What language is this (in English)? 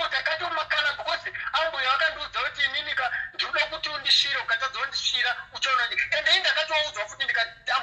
Shona